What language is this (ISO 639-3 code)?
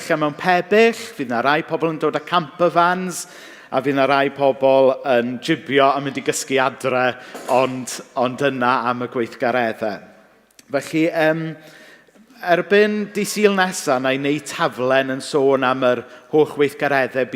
cym